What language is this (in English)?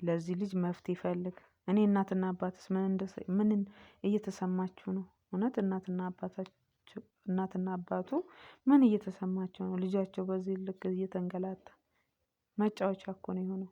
Amharic